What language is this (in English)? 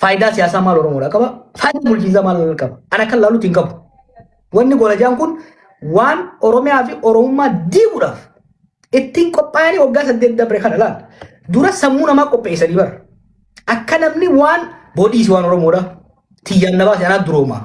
Oromo